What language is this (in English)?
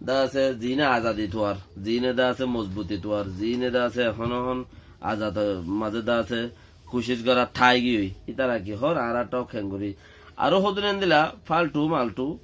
Rohingya